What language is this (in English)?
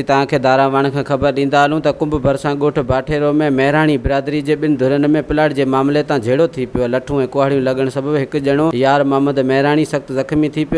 Sindhi